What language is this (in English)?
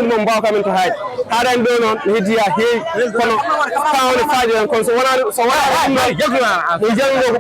Fula